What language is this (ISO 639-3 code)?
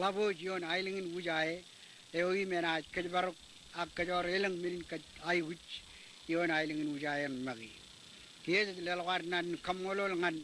mah